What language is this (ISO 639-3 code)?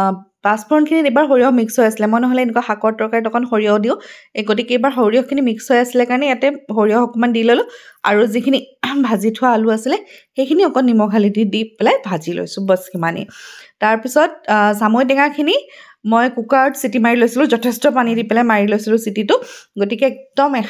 asm